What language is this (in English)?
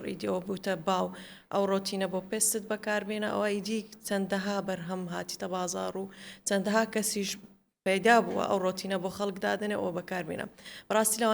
Central Kurdish